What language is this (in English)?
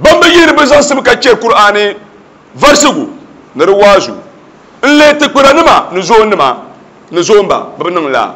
Dagbani